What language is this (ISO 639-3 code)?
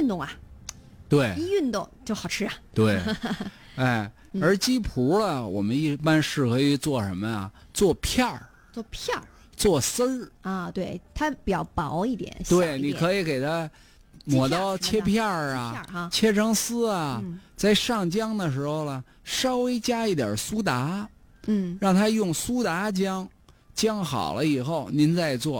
zho